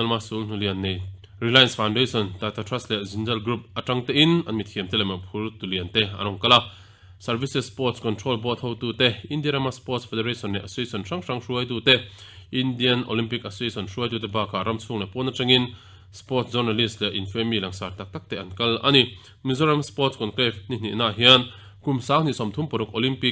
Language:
Mizo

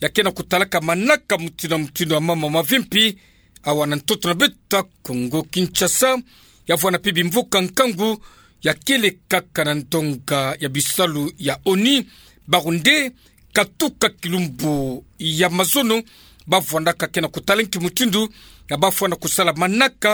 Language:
Kituba (Democratic Republic of Congo)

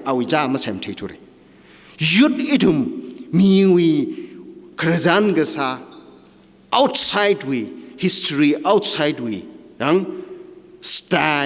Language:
Tangkhul Naga (India)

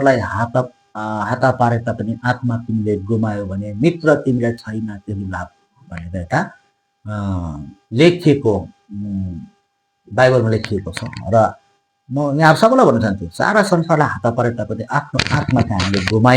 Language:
Nepali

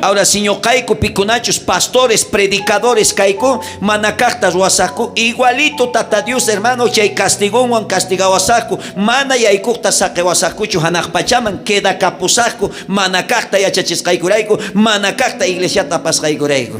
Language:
South Bolivian Quechua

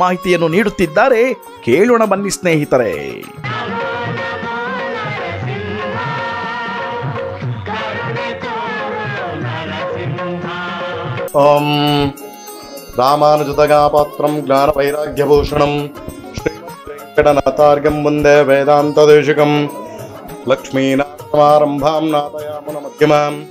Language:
Kannada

